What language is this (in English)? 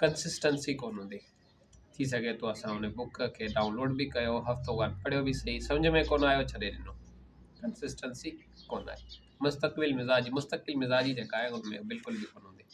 Sindhi